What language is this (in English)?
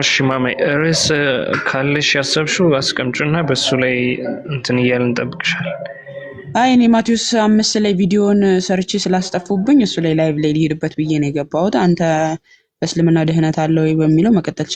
Amharic